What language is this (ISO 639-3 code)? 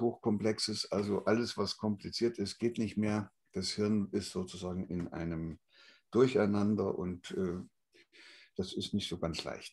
deu